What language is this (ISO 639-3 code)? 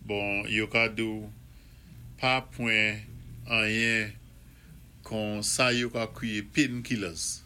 acf